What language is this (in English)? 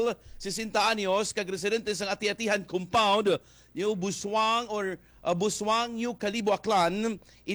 Hiligaynon